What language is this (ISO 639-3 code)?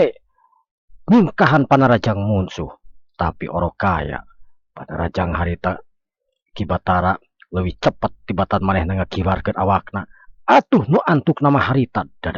sun